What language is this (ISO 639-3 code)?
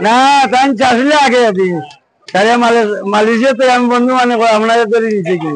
syl